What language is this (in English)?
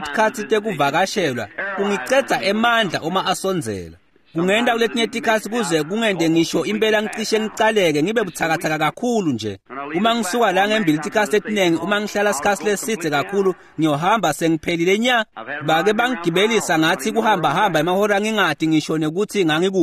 Swati